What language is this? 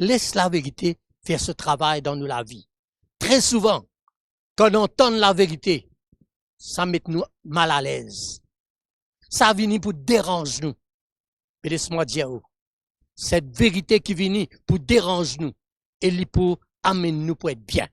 Morisyen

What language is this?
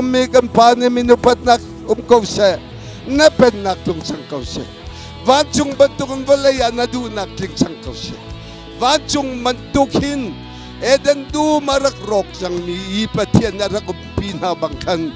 Hakha Chin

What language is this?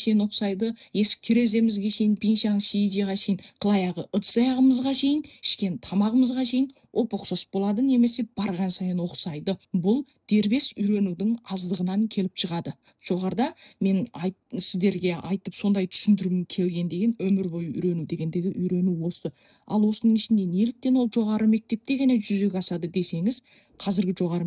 Kazakh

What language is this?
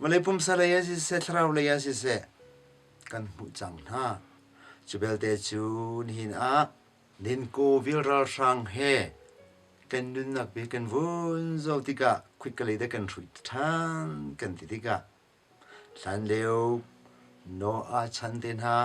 Hakha Chin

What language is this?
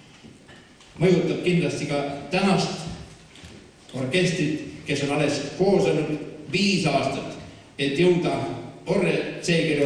Estonian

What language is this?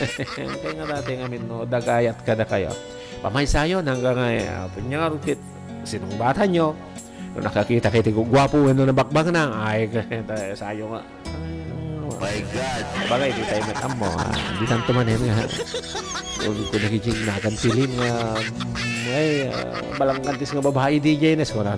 Iloko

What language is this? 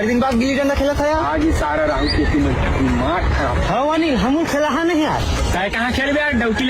Chhattisgarhi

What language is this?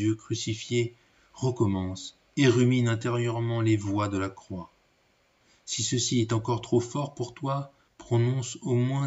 French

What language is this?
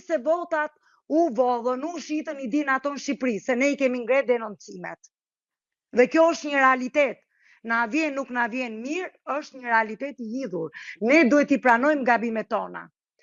Albanian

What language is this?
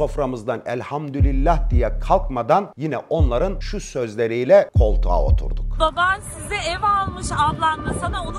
Turkish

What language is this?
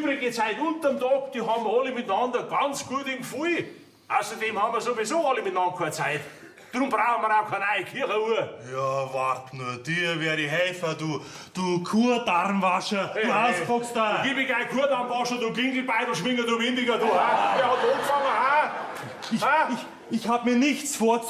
Bavarian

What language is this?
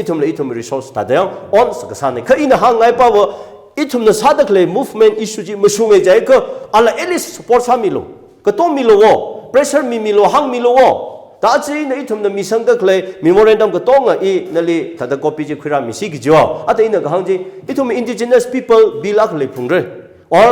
Tangkhul Naga (India)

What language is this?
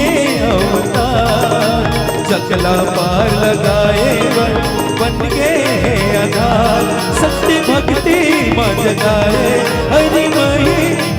Chhattisgarhi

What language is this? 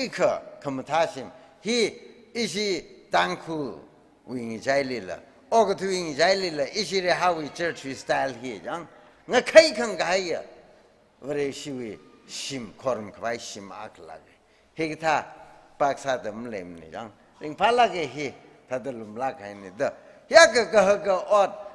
Tangkhul Naga (India)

